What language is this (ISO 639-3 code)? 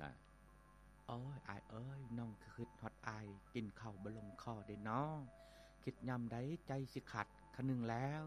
lao